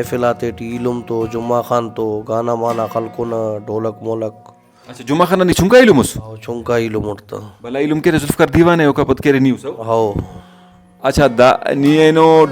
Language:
Brahui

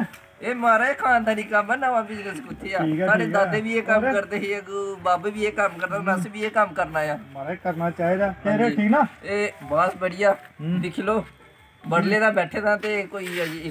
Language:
Dogri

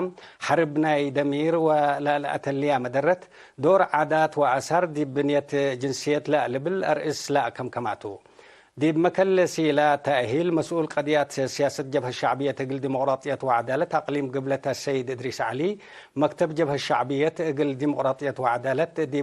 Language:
Tigre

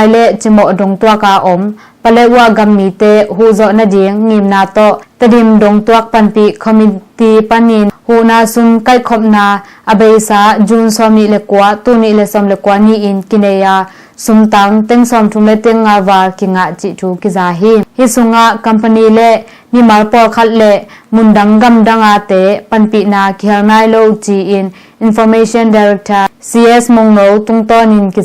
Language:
Tedim Chin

